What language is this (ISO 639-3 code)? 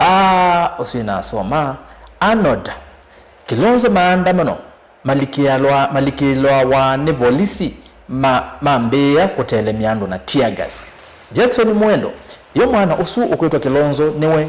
kam